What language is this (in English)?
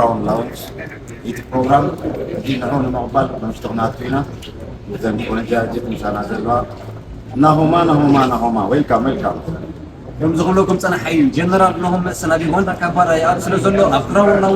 Tigrinya